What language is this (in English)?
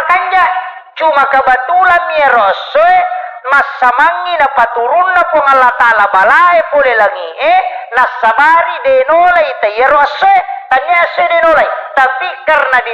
Buginese